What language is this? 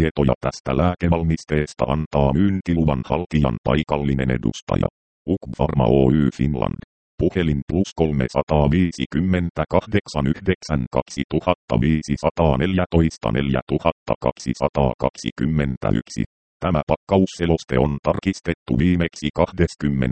Finnish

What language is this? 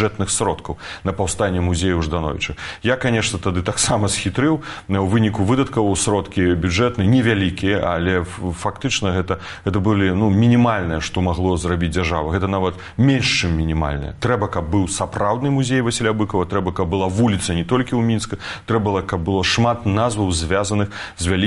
Belarusian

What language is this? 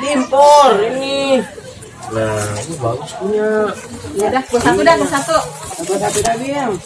Betawi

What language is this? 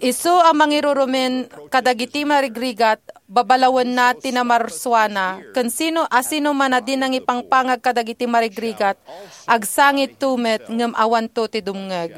Iloko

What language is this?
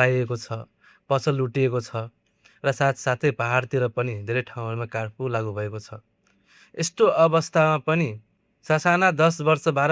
Nepali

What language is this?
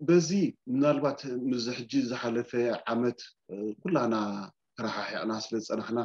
Tigrinya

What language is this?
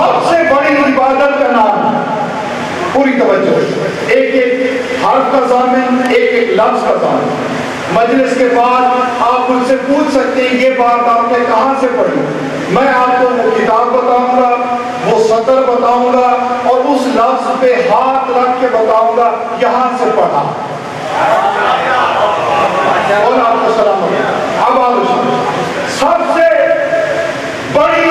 Urdu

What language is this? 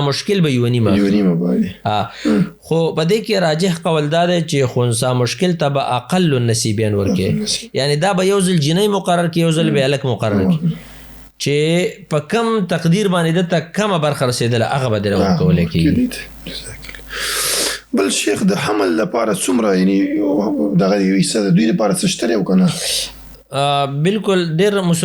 Pashto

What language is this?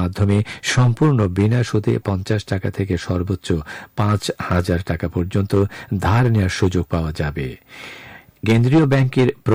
Bangla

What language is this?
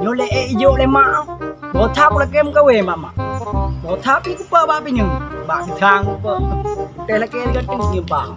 Achinese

